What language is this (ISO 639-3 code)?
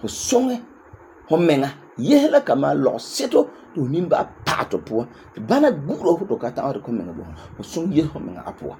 gur